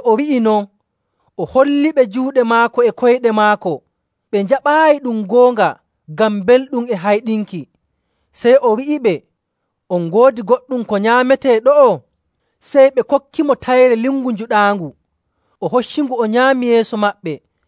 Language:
Nigerian Fulfulde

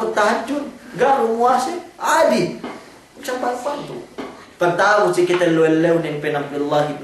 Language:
Yakan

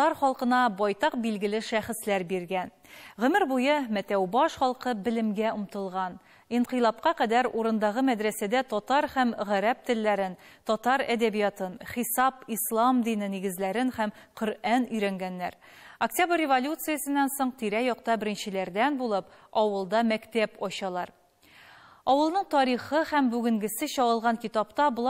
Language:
Tatar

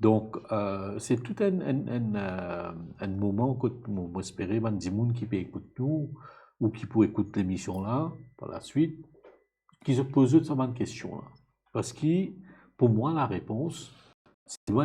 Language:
Morisyen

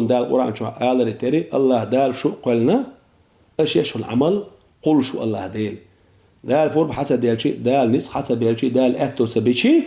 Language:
Chechen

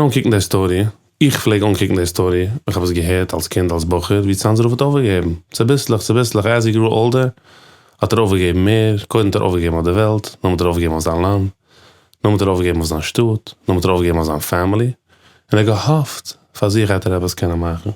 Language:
Yiddish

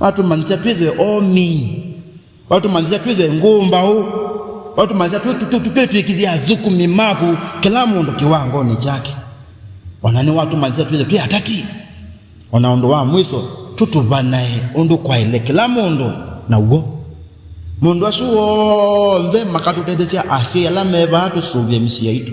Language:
Kamba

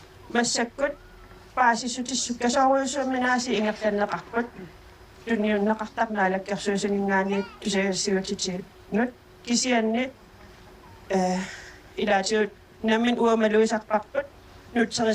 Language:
Kalaallisut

